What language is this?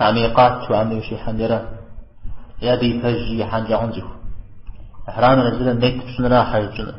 Kabardian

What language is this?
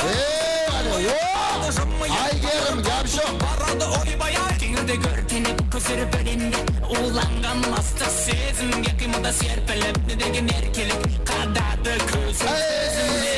Kara-Kalpak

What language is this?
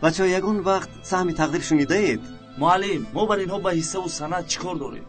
Tajik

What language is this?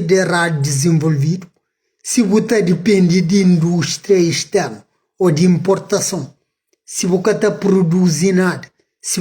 Kabuverdianu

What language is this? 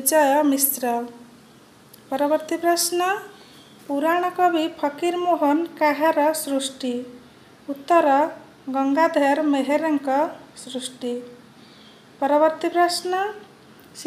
Odia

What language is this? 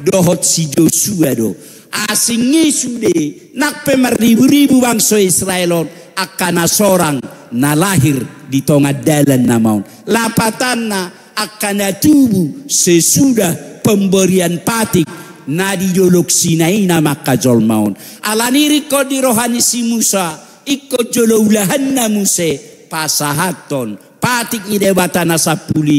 Batak Toba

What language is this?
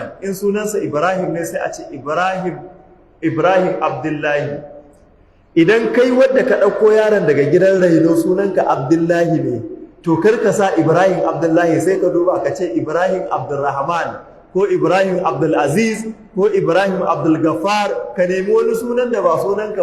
Hausa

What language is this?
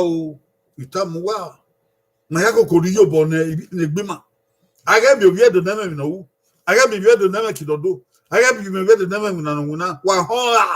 Bini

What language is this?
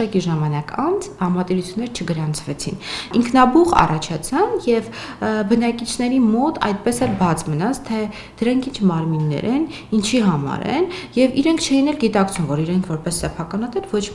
Armenian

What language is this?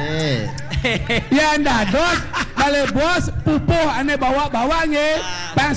Balinese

